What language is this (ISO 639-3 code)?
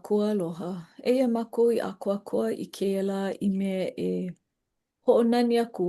haw